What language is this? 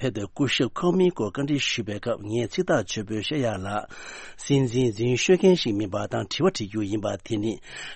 Tibetan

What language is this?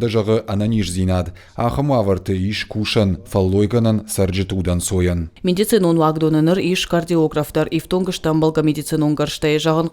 Ossetic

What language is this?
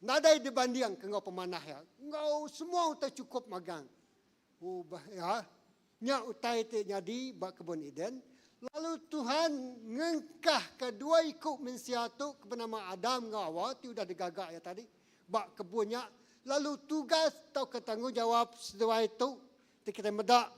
Iban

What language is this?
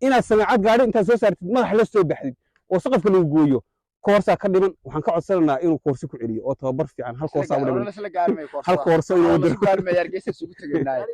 Somali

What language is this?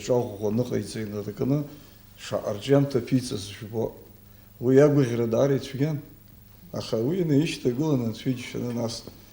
Abkhazian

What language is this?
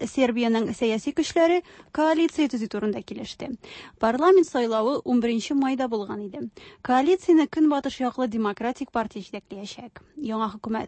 Tatar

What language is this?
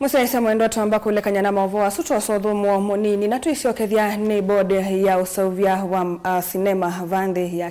Kamba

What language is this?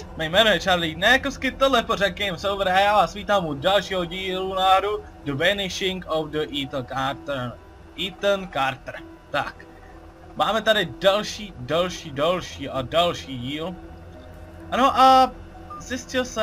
Czech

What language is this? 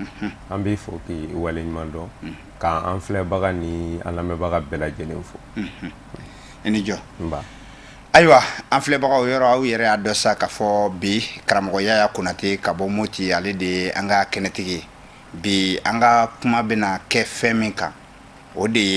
Bambara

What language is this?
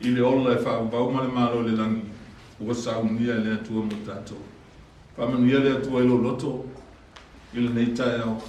Samoan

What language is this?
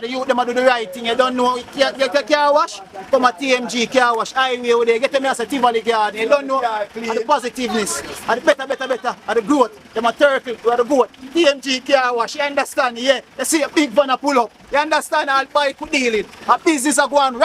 Jamaican Creole English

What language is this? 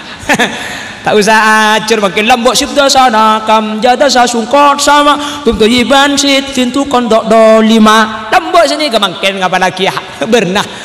Madurese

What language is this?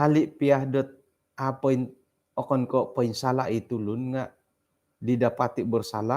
Central Dusun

